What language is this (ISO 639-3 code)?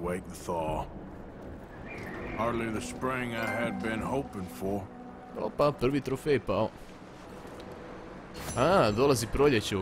hrv